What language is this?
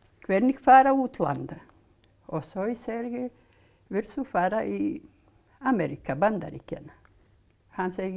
Icelandic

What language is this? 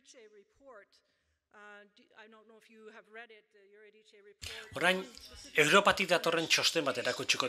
Basque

